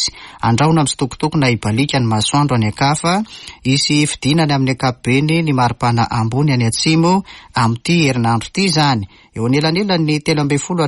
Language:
Malagasy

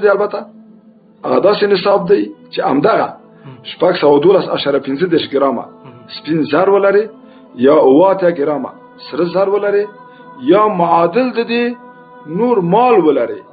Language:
Pashto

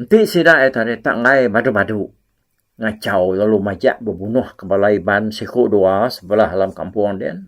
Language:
Iban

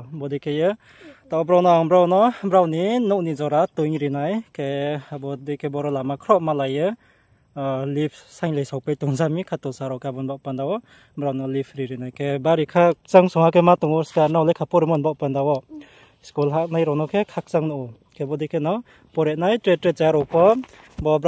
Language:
Riang (India)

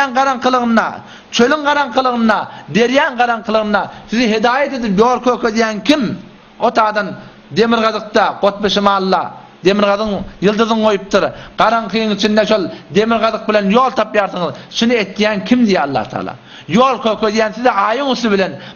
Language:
Turkmen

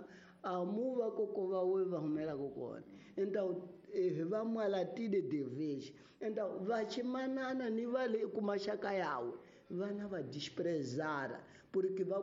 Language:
Tsonga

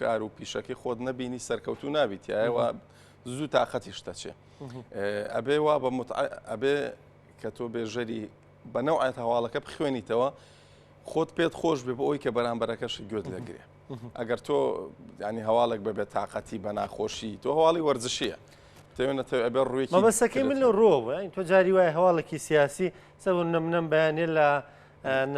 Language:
Central Kurdish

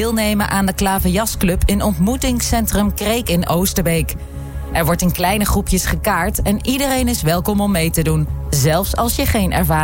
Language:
Dutch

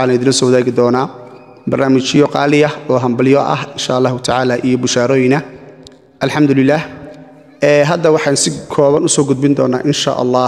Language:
Somali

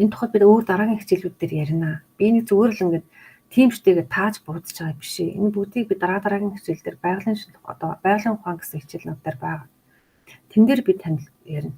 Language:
Mongolian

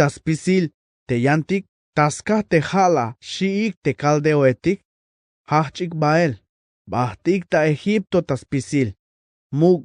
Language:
Tzeltal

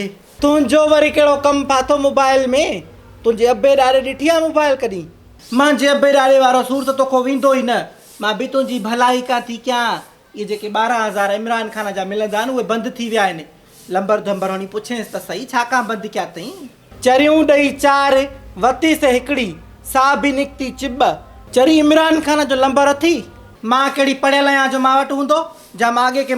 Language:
Sindhi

